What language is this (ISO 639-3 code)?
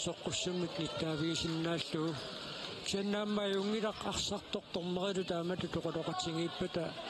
kal